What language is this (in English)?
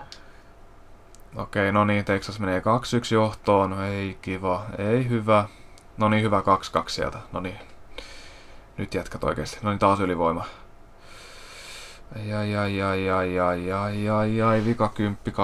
Finnish